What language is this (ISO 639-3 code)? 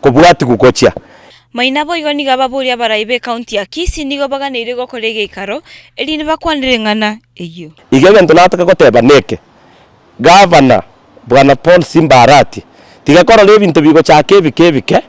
guz